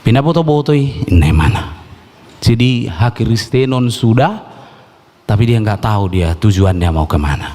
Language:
Batak Toba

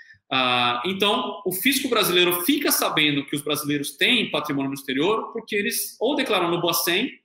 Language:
Portuguese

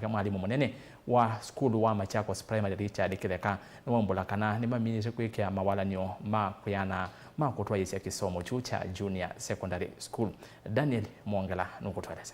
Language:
Kamba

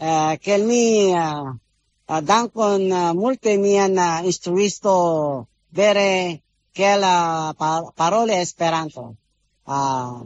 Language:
Esperanto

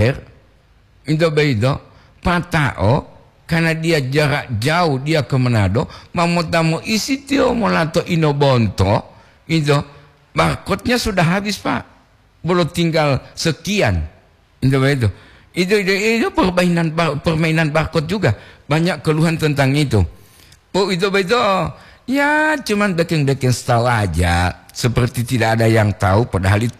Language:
Gorontalo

